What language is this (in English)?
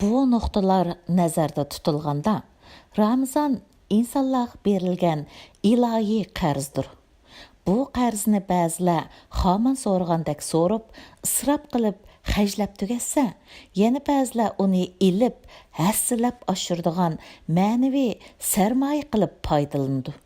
Uyghur